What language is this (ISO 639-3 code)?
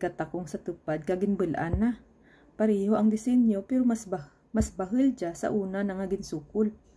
krj